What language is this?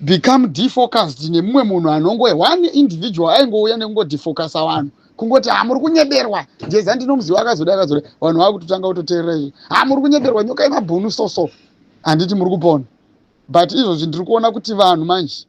Shona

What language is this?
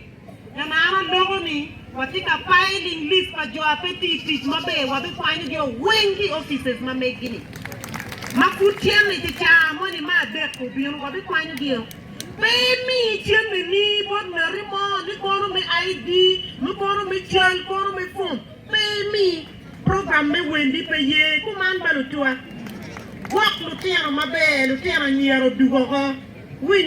Acoli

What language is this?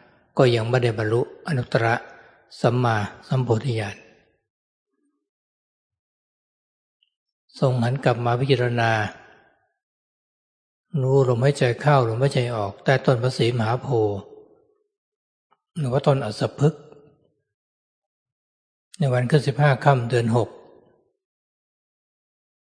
Thai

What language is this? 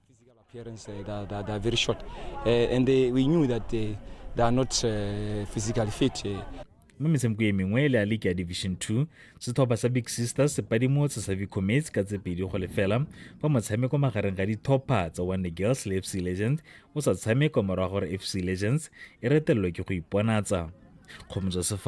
Tswana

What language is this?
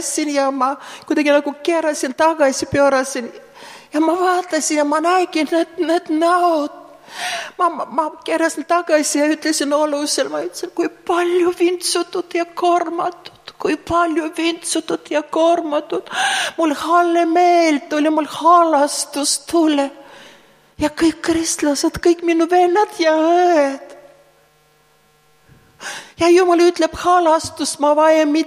Estonian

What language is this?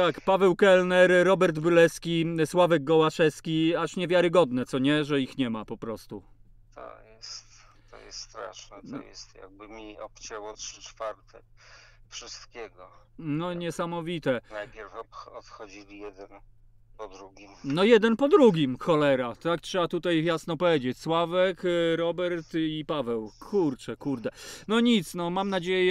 Polish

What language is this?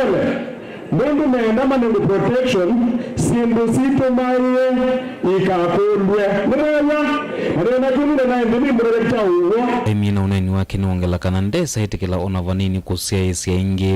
Kamba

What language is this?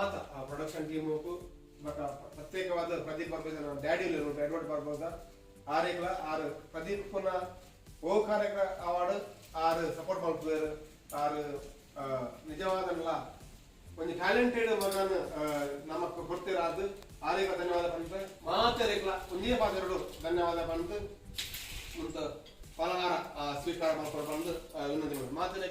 Tulu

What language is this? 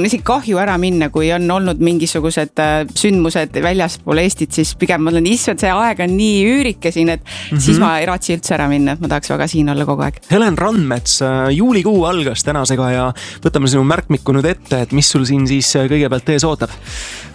Estonian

